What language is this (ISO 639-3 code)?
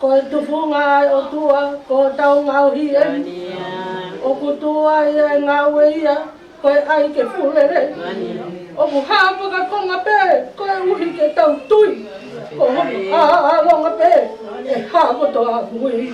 ton